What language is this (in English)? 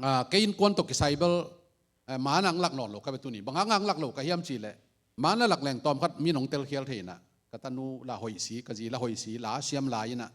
Tedim Chin